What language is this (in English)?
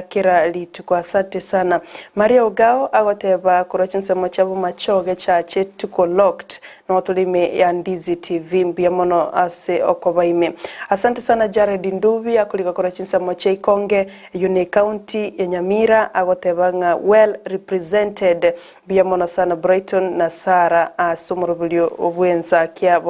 Gusii